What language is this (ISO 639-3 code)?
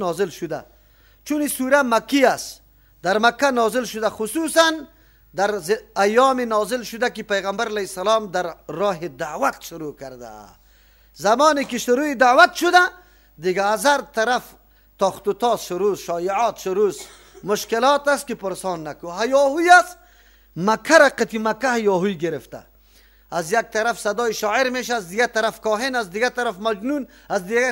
fas